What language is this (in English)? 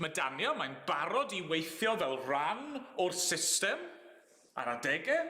Welsh